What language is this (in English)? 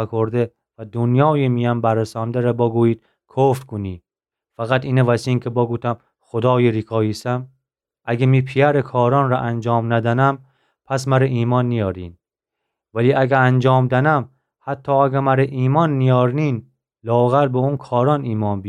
Gilaki